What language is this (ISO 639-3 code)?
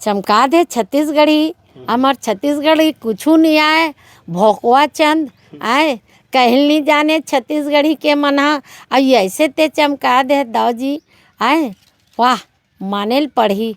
hne